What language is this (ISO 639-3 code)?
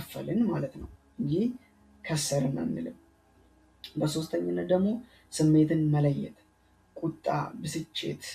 amh